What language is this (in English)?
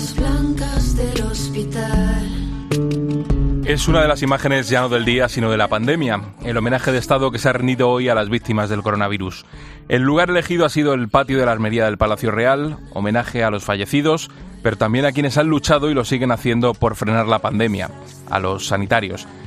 Spanish